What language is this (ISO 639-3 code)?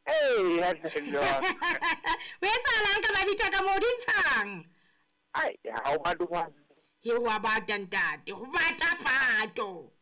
sot